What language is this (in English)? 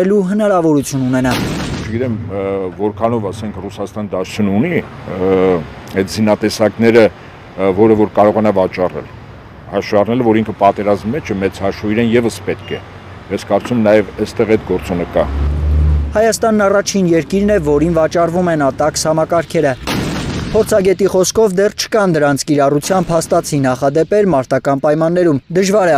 Armenian